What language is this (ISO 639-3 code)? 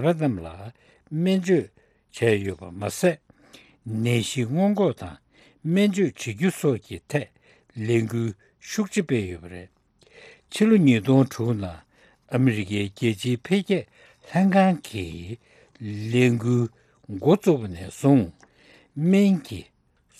bod